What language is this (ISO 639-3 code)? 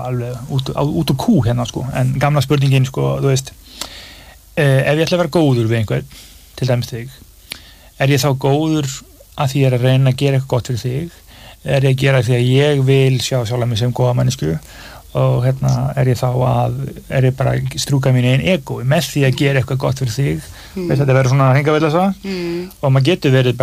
isl